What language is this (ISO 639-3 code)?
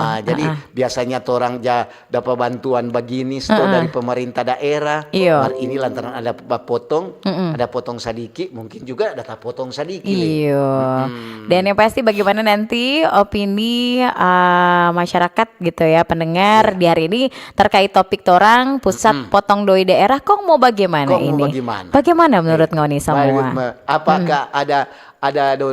xmm